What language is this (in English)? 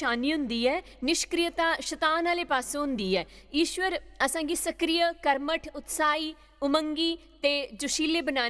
Dogri